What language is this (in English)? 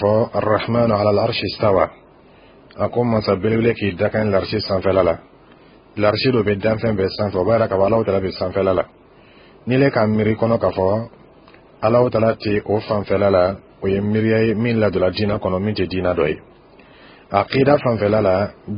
Dyula